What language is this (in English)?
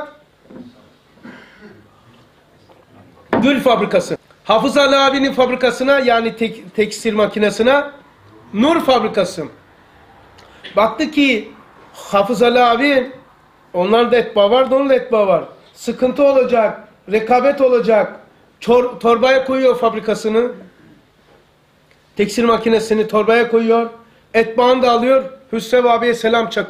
Turkish